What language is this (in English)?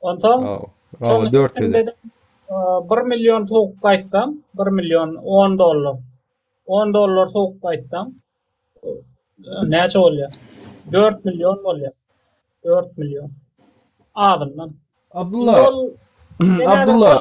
Turkmen